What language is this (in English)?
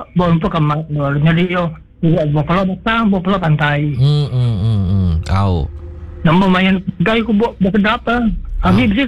Iban